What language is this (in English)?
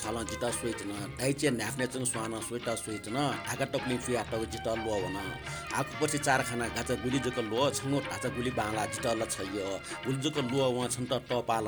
Newari